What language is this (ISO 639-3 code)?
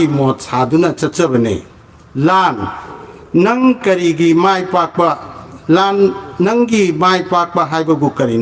mni